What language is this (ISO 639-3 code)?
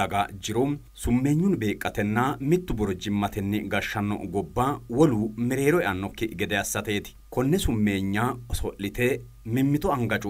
sid